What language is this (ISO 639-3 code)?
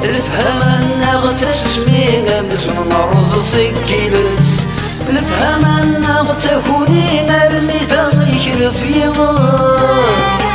kab